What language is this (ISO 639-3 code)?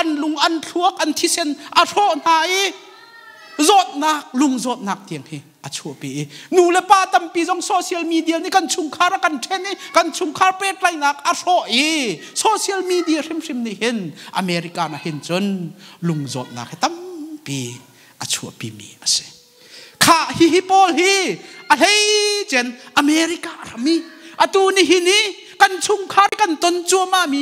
cnh